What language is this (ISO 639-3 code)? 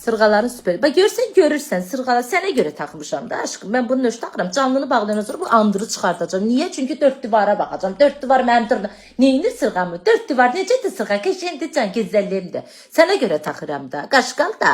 aze